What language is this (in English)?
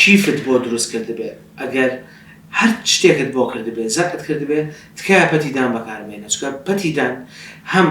Central Kurdish